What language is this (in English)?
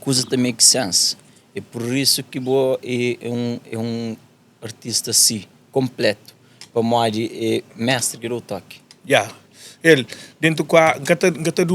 Kabuverdianu